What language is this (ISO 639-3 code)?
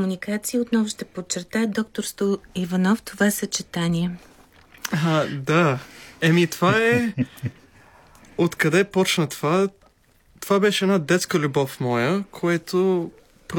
bul